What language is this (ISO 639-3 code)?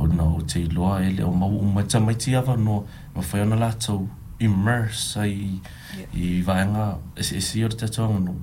smo